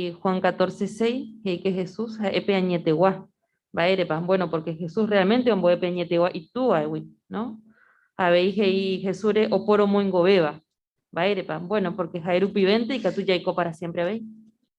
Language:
Guarani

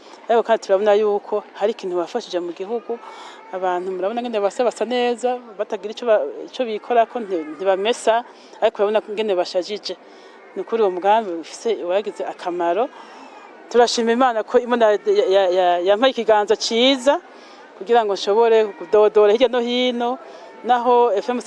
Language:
Rundi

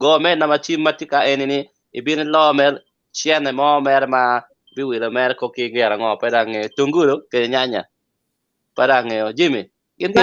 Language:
Acoli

